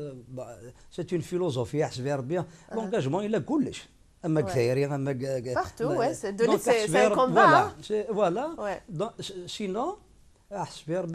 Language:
Kabyle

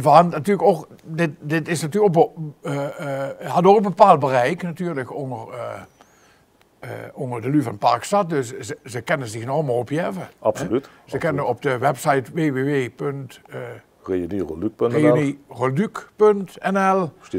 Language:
Limburgish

